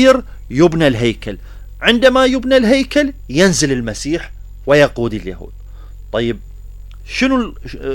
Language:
Mesopotamian Arabic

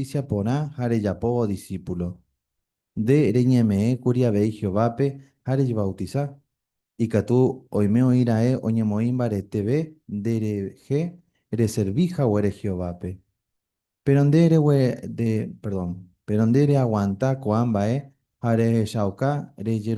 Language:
Guarani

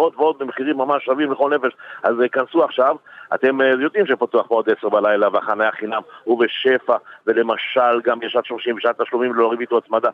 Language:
Hebrew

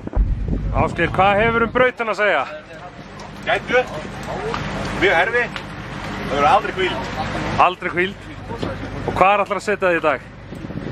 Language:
Icelandic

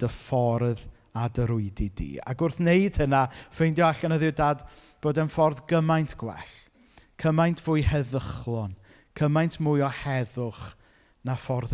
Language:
Welsh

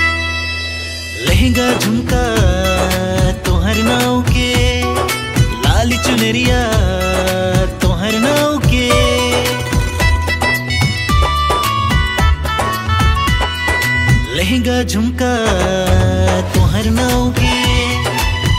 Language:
Bhojpuri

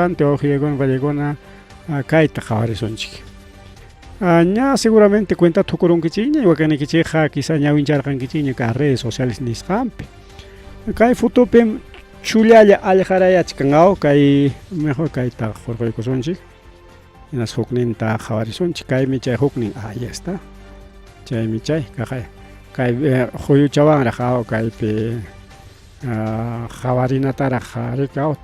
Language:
Ayacucho Quechua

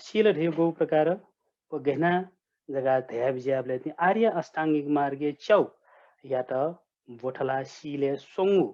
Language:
Newari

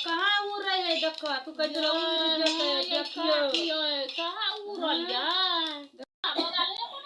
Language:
Maithili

